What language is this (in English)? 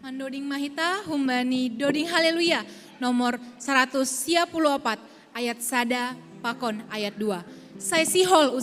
Batak Simalungun